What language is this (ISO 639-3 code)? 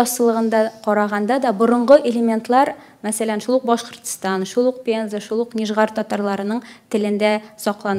tat